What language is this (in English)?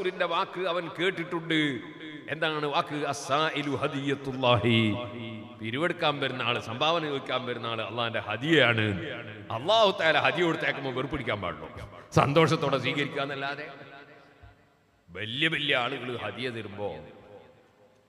Malayalam